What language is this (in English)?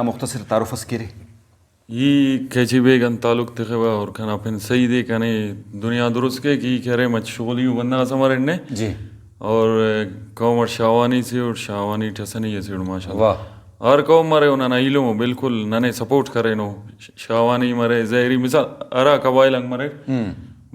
Brahui